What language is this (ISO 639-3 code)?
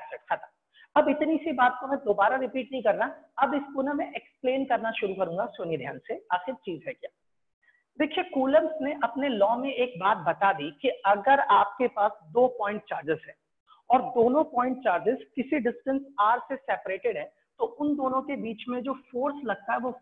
hin